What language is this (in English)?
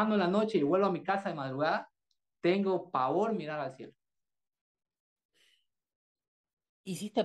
Spanish